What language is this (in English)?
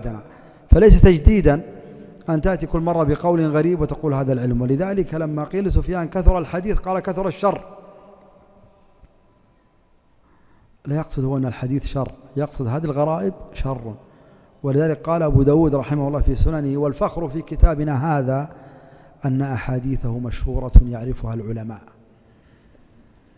Arabic